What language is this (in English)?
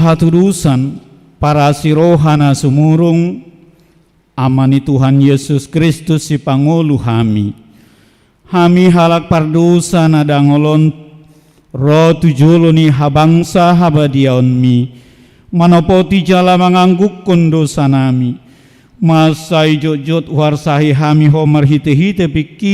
Batak Toba